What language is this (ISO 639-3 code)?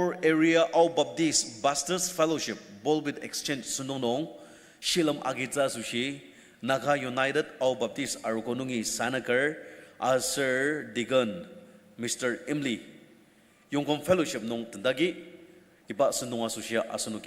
njo